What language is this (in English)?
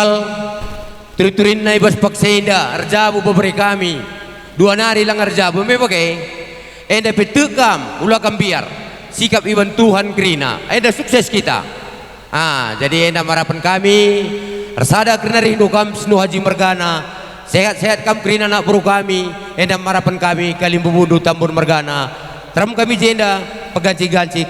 Batak Karo